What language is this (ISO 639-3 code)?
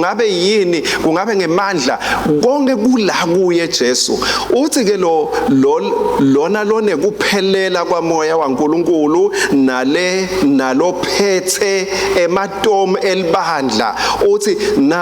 ssw